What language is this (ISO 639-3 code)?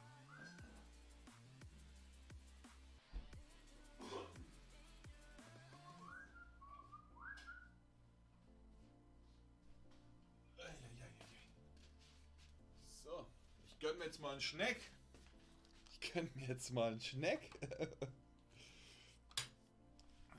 deu